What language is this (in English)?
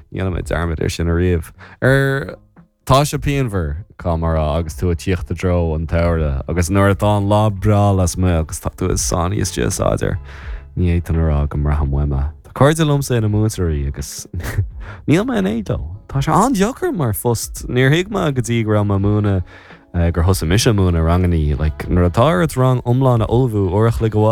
Irish